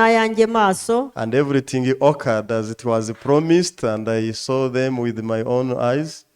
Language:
Kinyarwanda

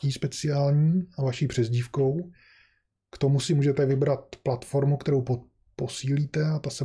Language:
Czech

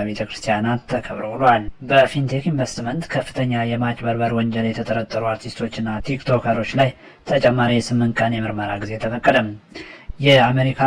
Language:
Amharic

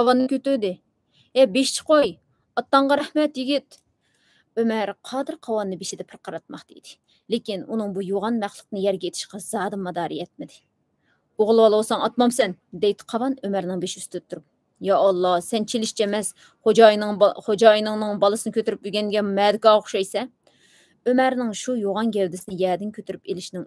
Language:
Uyghur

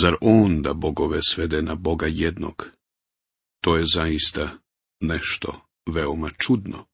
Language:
Bosnian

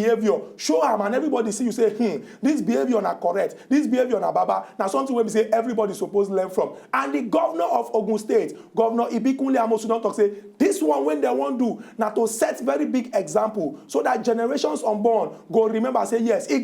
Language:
Nigerian Pidgin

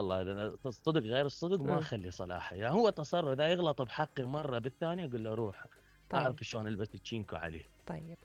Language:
Mesopotamian Arabic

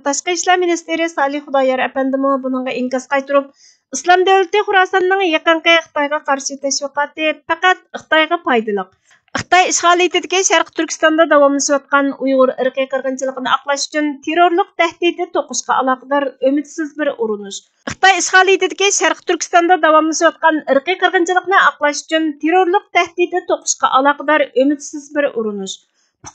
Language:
Uyghur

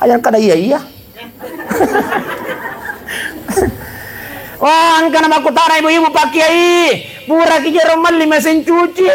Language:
Buginese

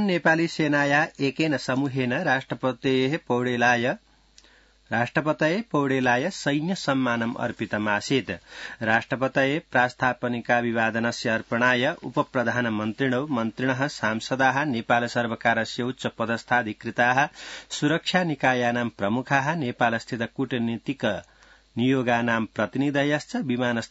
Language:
Sanskrit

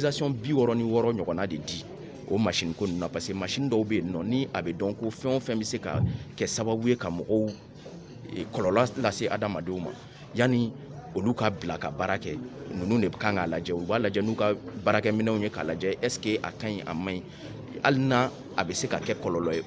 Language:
Bambara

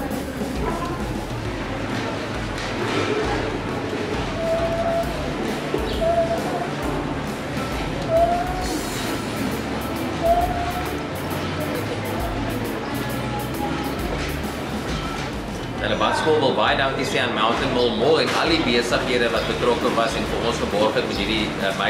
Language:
Afrikaans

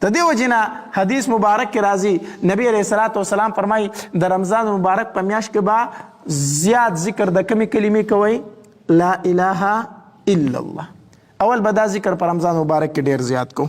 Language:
Pashto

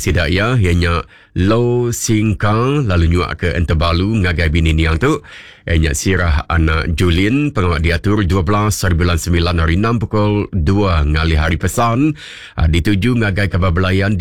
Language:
Iban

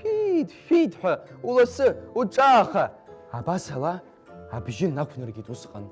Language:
Abkhazian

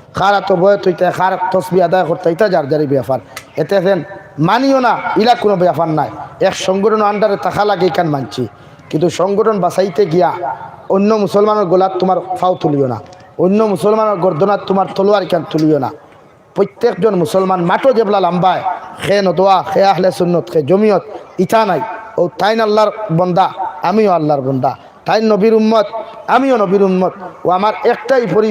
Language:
Sylheti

